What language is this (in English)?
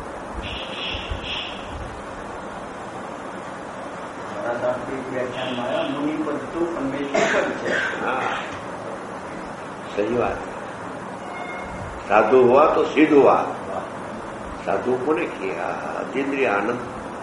Gujarati